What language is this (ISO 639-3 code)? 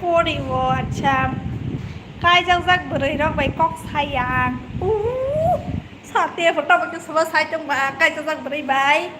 trp